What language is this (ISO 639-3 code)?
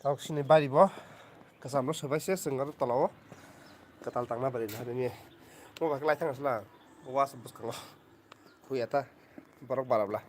trp